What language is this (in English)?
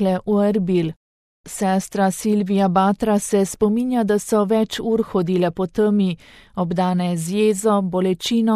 Slovenian